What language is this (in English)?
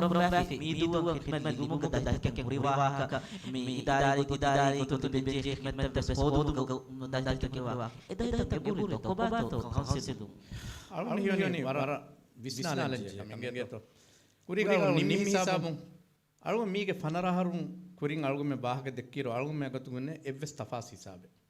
Divehi